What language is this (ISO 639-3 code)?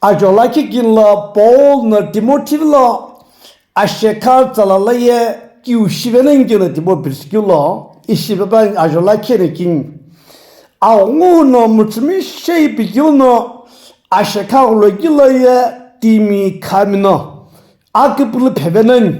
nsm